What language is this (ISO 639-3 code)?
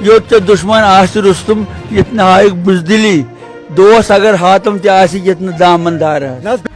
kas